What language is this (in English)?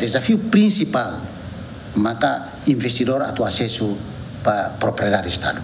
Tetum